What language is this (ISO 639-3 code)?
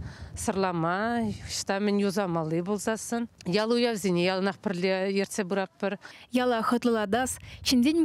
chv